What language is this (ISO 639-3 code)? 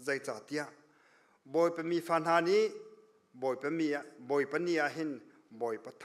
cnh